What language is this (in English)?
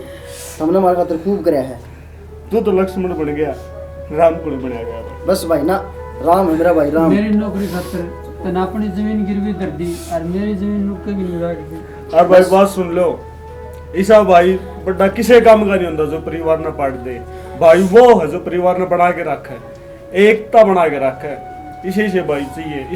Haryanvi